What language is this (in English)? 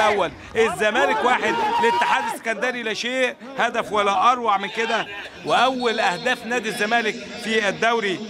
Egyptian Arabic